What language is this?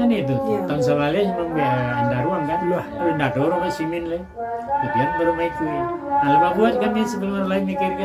Minangkabau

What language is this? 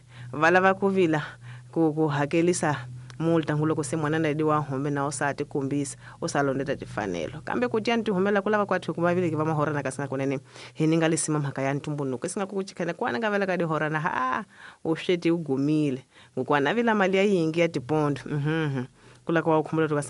Tsonga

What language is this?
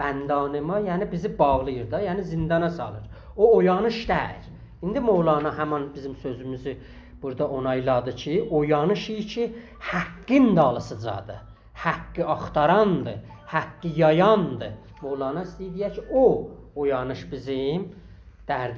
South Azerbaijani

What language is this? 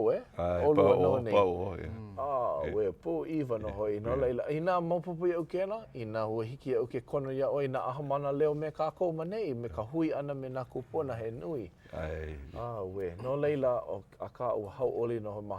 Hawaiian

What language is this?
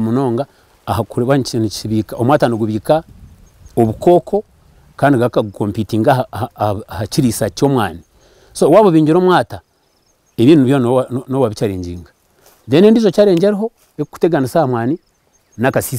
Nyankole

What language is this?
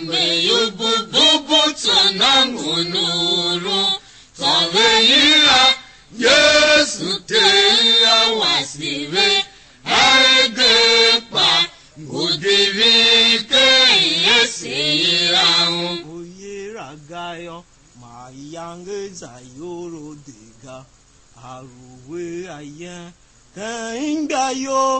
Tiv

